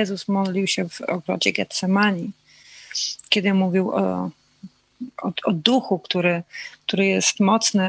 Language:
Polish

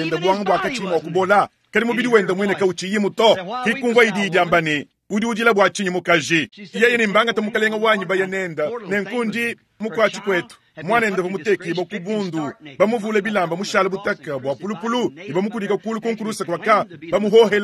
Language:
Luba-Lulua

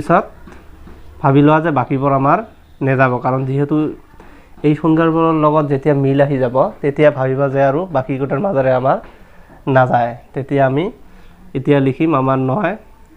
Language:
Assamese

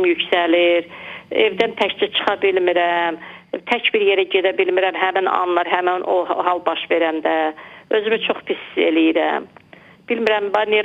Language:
Azerbaijani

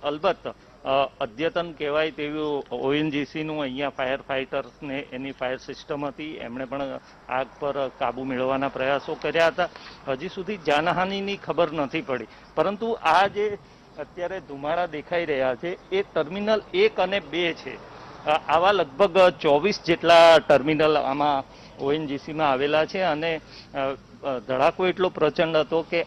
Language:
Gujarati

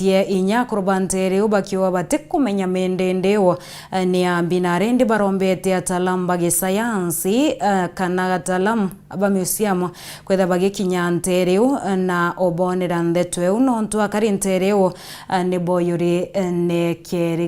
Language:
Meru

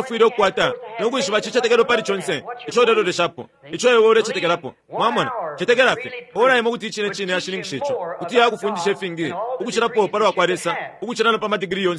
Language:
Bemba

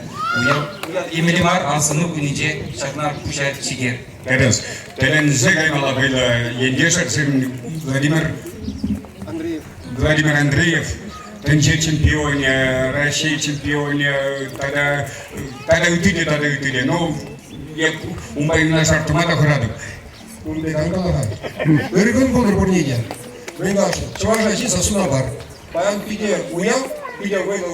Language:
Chuvash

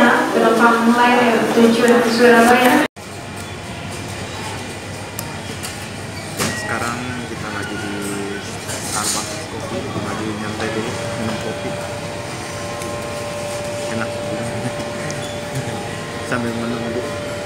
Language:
Indonesian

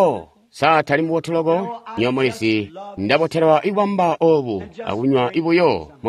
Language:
Tonga (Zambia)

